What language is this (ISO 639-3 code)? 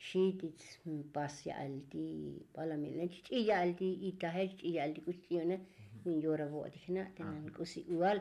tzo